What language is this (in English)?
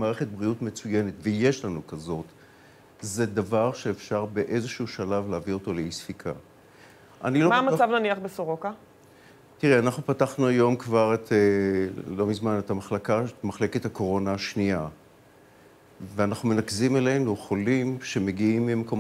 Hebrew